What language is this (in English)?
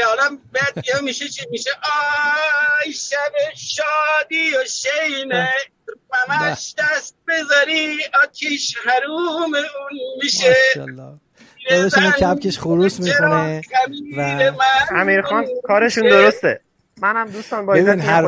Persian